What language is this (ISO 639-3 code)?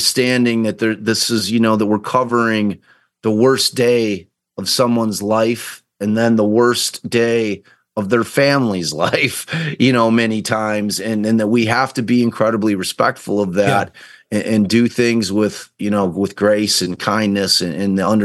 eng